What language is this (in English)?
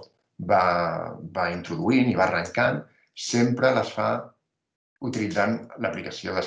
Catalan